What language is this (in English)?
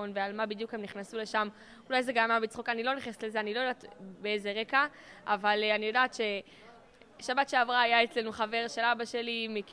Hebrew